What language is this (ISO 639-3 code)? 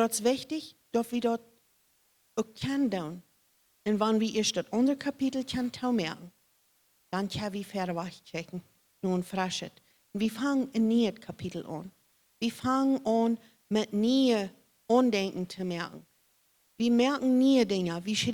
pdt